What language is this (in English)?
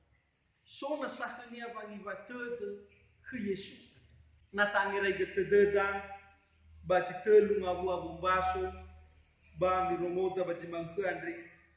Nias